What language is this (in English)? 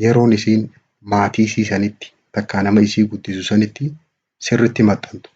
Oromo